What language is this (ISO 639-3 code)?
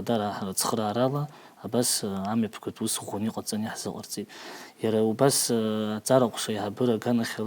abk